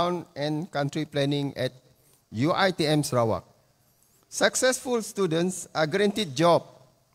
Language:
Malay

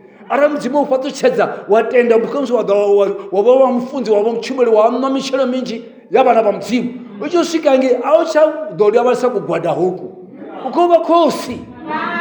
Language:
Venda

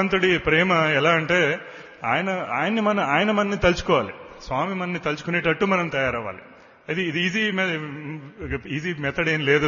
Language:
Telugu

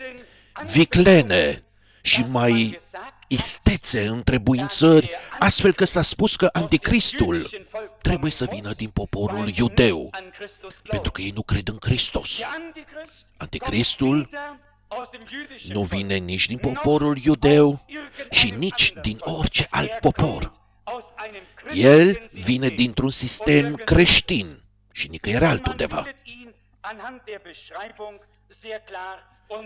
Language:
Romanian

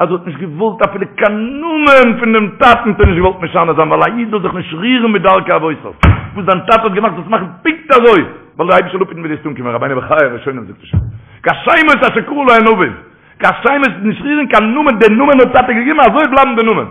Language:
Yiddish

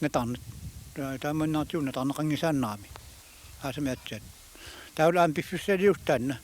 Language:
Kalaallisut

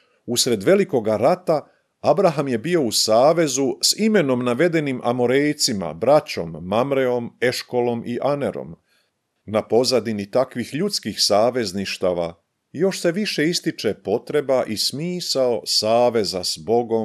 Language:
Croatian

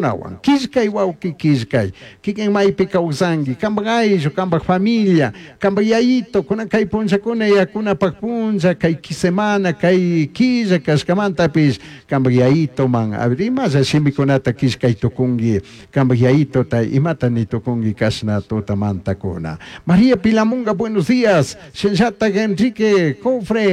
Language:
Chimborazo Highland Quichua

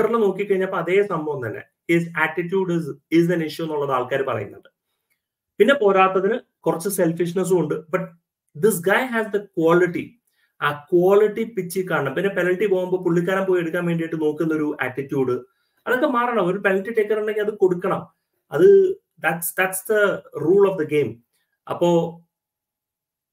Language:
Malayalam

